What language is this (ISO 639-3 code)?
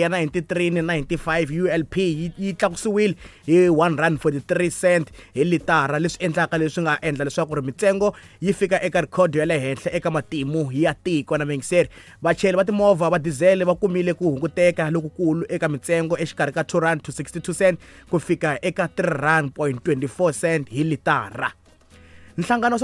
tso